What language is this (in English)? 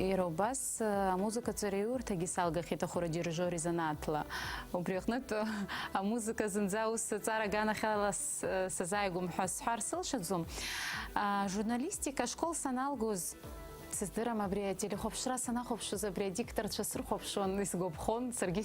Abkhazian